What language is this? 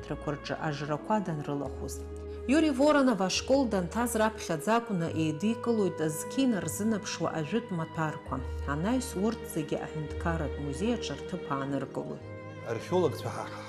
Abkhazian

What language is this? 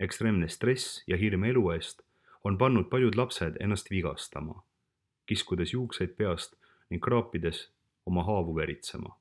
Estonian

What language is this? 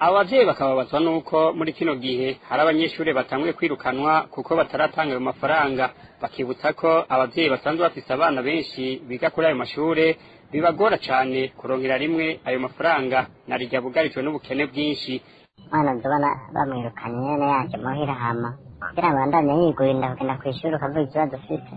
Rundi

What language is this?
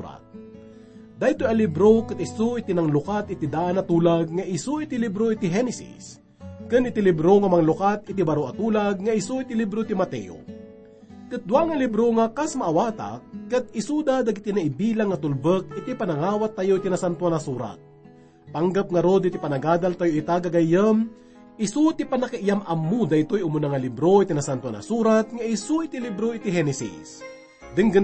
Iloko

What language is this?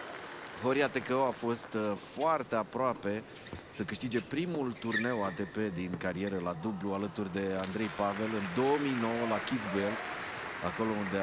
Romanian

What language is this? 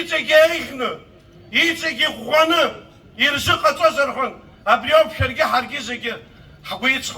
Abkhazian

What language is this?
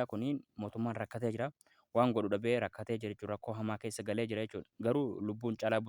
Oromo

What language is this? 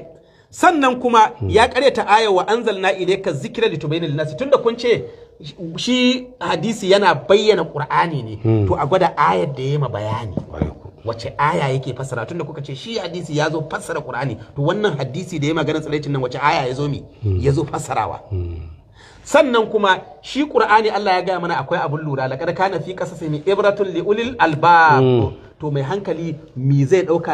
Hausa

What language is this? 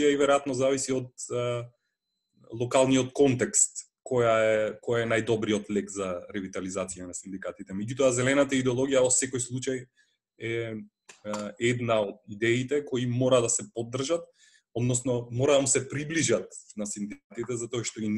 Macedonian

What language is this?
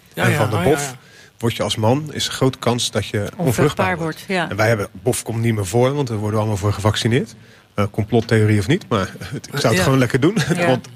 Dutch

